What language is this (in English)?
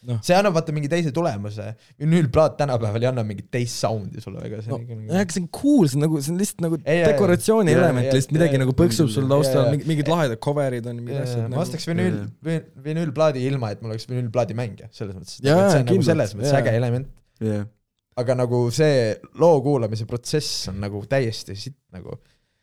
Estonian